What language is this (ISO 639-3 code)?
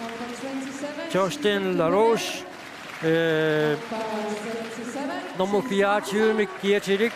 kal